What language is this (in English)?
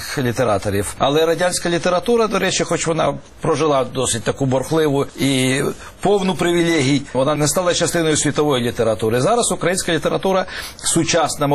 Ukrainian